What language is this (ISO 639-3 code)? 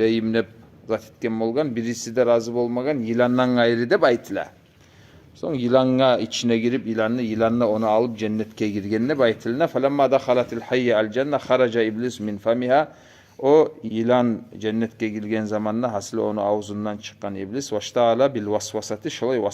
kum